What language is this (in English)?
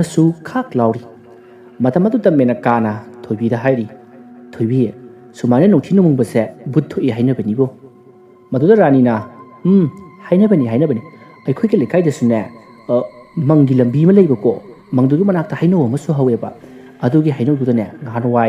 Manipuri